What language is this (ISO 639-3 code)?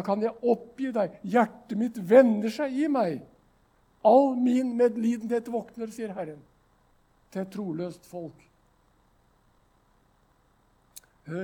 nor